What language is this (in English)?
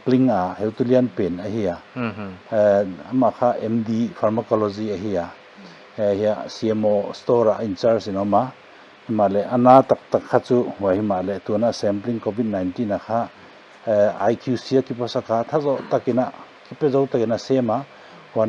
Paite Chin